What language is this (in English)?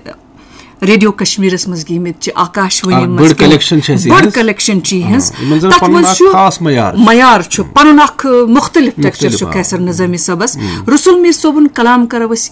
Kashmiri